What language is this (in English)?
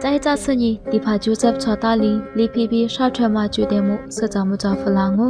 Lisu